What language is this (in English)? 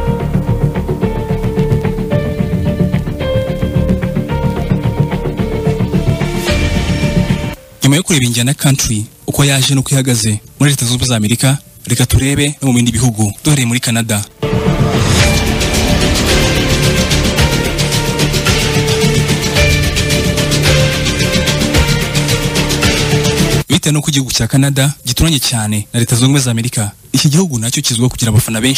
Kinyarwanda